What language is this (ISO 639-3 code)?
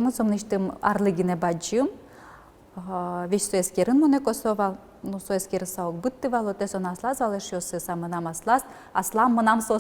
udm